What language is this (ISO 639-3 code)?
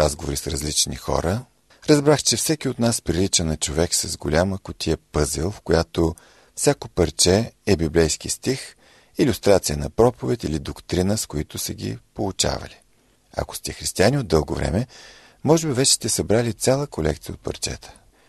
bul